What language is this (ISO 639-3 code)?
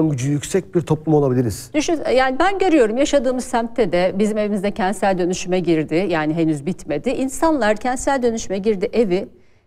tur